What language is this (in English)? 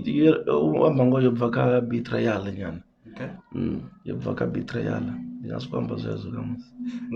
Venda